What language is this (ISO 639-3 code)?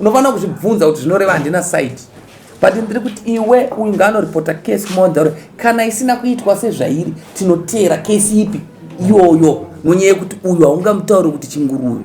sna